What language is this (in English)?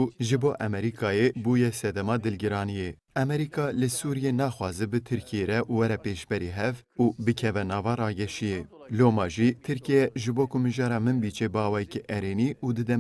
Kurdish